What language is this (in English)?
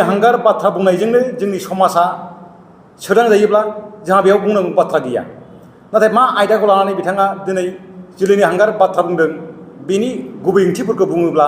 Bodo